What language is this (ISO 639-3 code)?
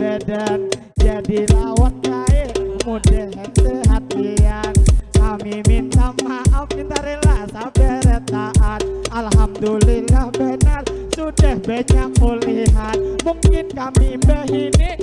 bjn